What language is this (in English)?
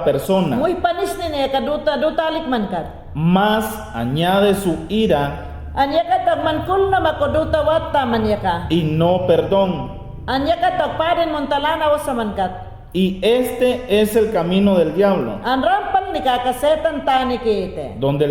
Mayangna